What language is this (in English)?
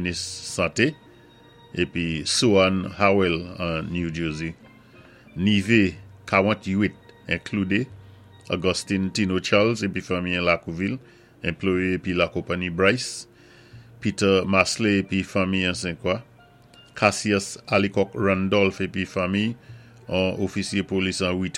Saint Lucian Creole French